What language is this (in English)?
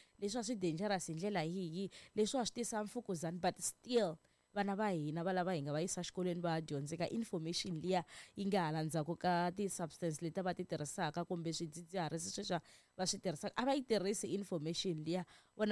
Tsonga